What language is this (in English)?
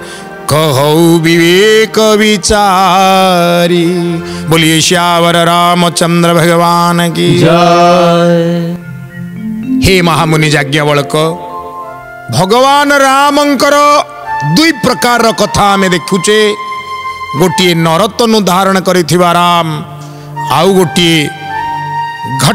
Odia